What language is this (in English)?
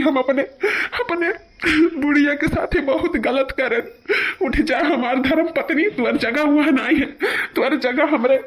Awadhi